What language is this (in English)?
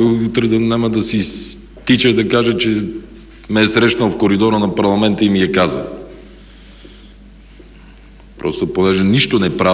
Bulgarian